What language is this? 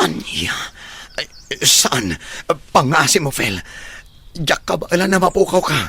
Iloko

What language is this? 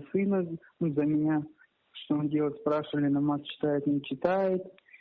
Crimean Tatar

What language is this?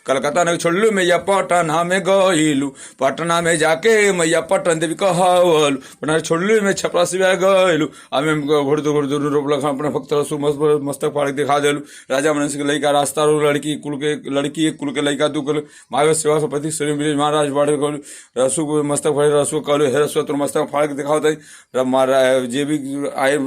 Bhojpuri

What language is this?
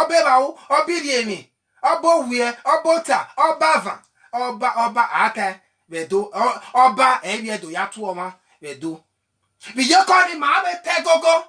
Bini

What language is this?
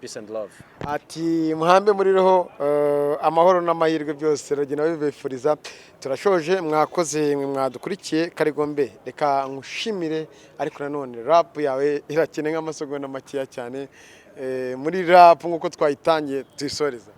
Kinyarwanda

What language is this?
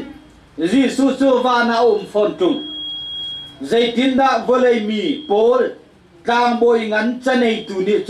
Hakha Chin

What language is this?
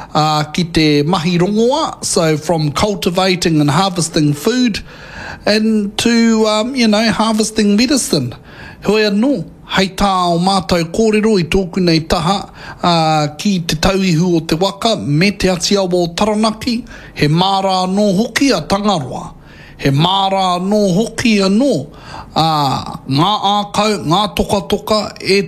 Māori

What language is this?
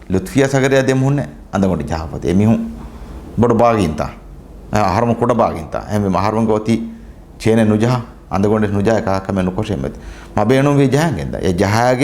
Divehi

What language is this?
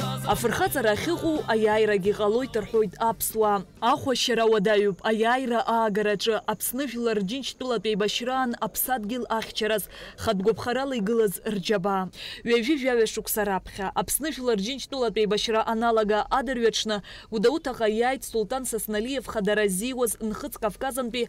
Abkhazian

